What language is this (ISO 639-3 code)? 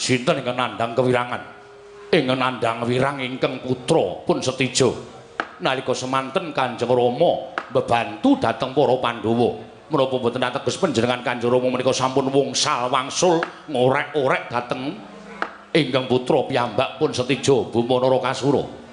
jav